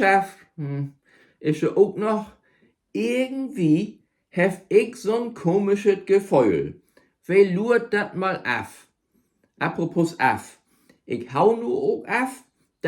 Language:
Low German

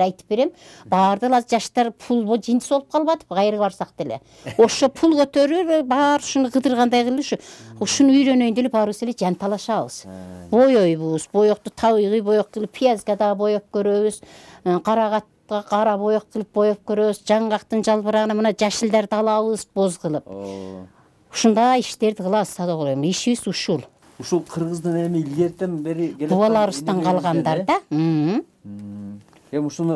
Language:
Kyrgyz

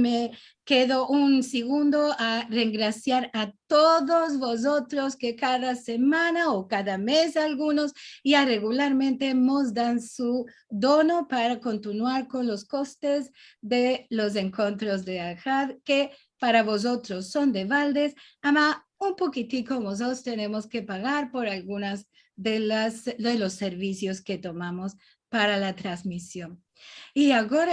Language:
Ladino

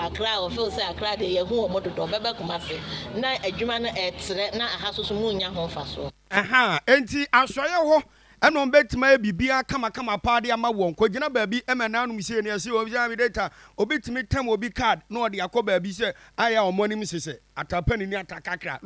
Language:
Akan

